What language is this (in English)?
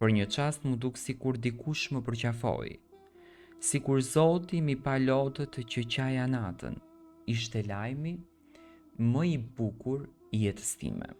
Albanian